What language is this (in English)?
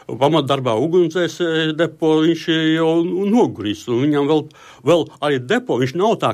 Latvian